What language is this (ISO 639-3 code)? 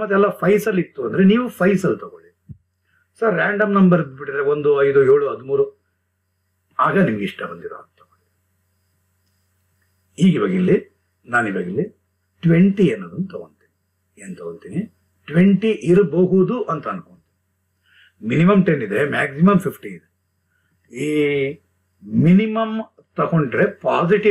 kan